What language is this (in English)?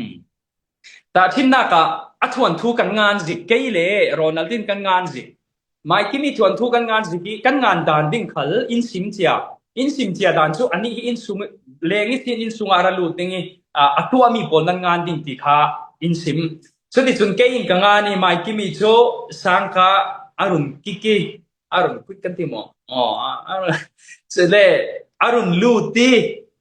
Falam Chin